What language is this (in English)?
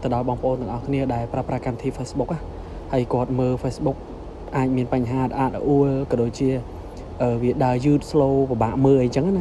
Khmer